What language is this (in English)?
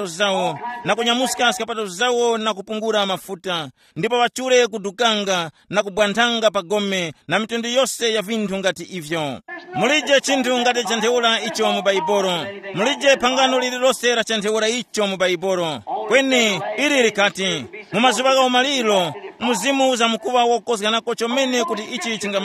Tumbuka